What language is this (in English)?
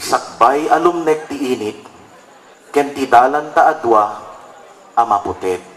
Iloko